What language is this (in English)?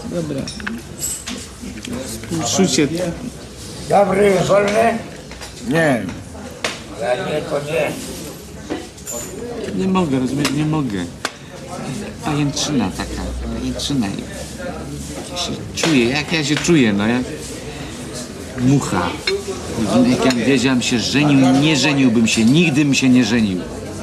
Polish